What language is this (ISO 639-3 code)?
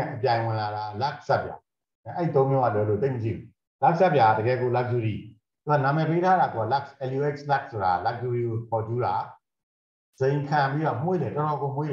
mya